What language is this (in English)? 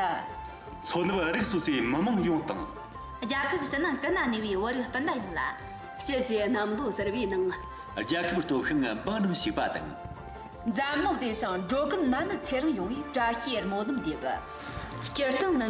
Tibetan